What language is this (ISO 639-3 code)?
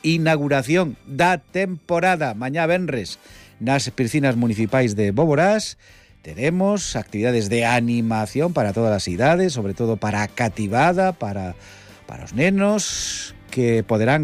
glg